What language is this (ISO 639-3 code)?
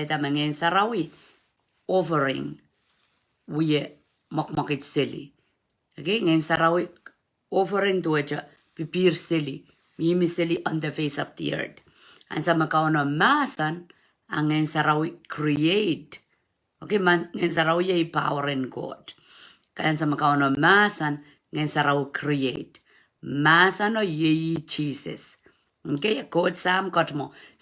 pon